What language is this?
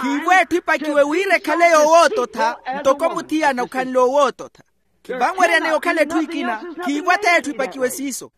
Makhuwa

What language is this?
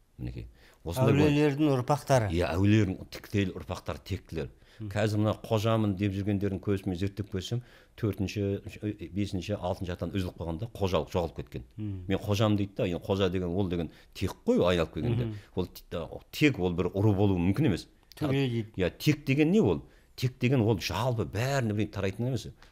Kazakh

